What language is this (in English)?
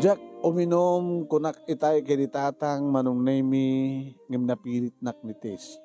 Iloko